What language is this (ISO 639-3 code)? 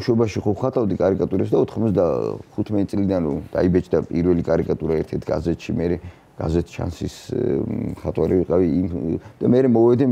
kat